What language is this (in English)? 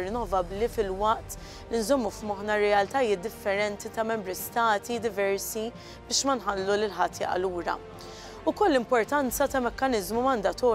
Maltese